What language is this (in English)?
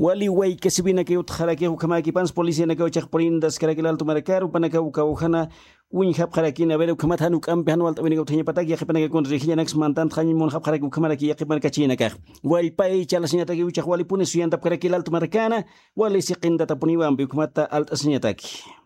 Aymara